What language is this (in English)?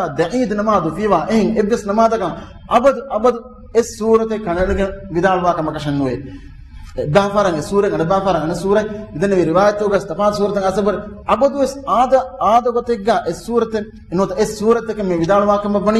Divehi